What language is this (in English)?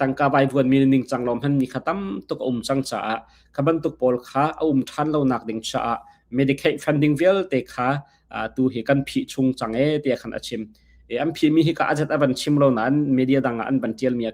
Hakha Chin